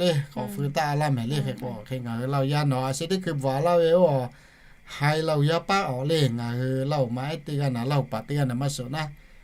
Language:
Lahu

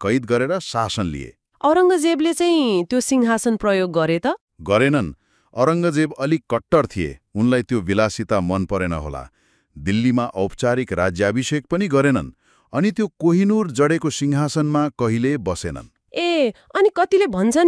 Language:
Nepali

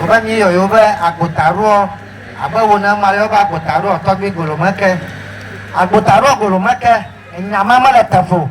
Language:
Ewe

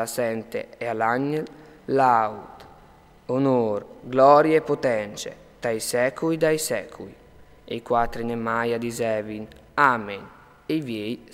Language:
Friulian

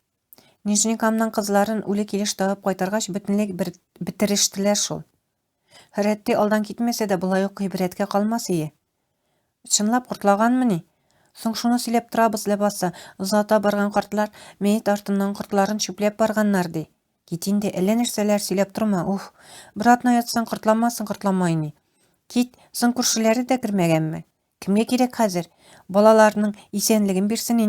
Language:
Tatar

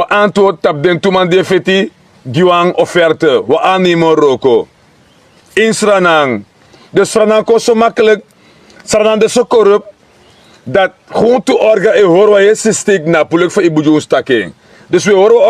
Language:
Sranan Tongo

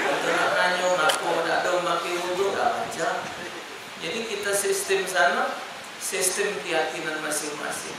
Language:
Musi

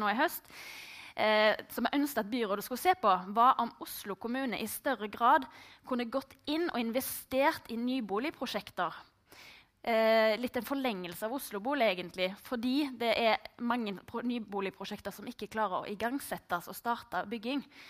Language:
Norwegian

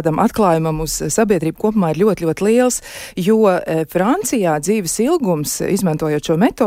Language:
Latvian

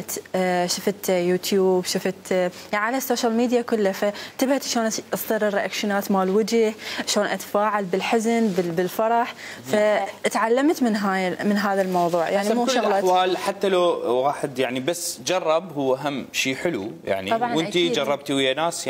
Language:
Mesopotamian Arabic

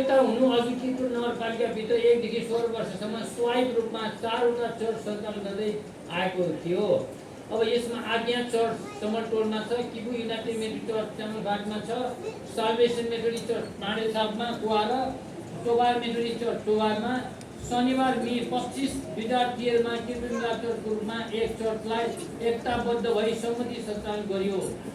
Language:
Nepali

